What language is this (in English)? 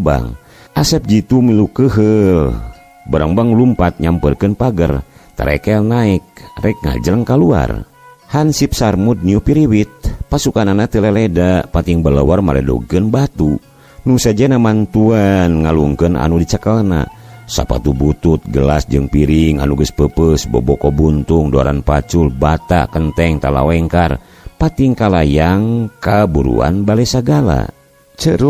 Sundanese